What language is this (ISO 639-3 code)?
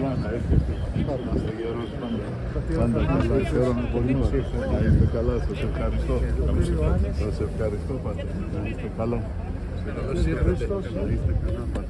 ell